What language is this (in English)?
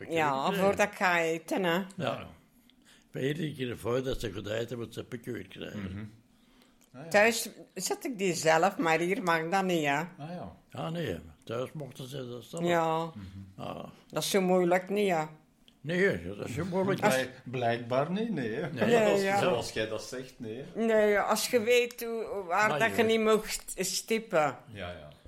Dutch